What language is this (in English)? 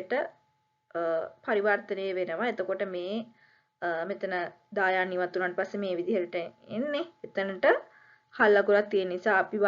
Sinhala